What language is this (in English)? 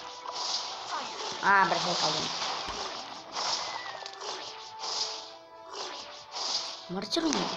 Russian